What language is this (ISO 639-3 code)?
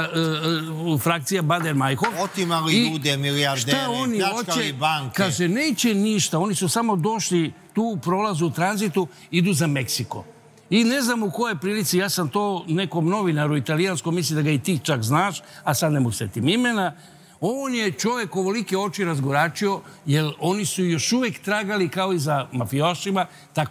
srp